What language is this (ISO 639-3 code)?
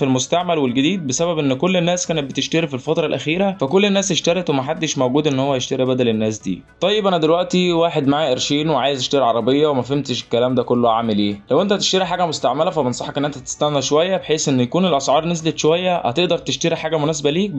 arz